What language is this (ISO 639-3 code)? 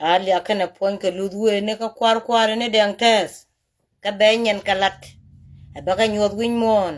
nus